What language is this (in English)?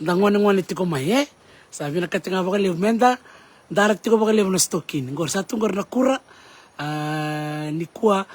Fijian